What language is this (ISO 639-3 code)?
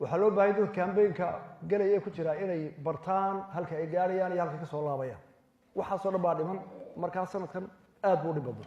som